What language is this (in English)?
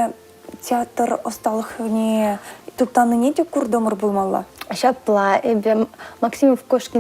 Chuvash